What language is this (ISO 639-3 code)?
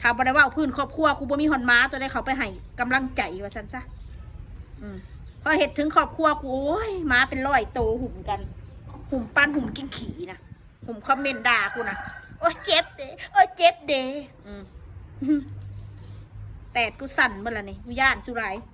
tts